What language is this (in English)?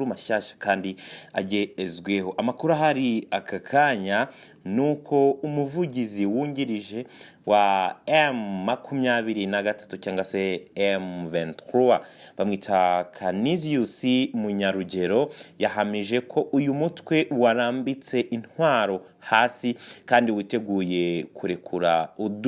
Kinyarwanda